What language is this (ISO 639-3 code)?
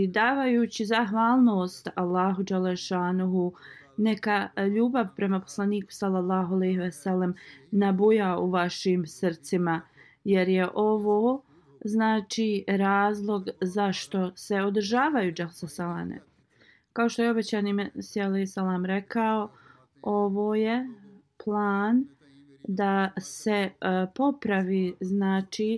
bos